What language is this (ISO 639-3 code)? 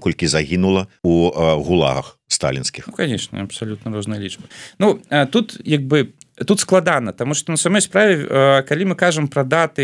bel